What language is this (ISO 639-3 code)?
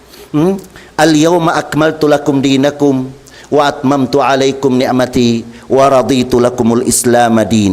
tsg